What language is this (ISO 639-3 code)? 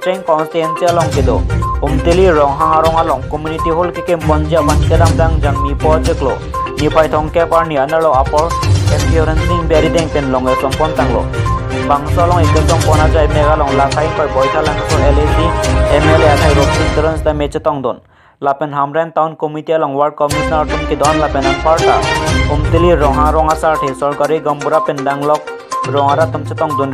mjw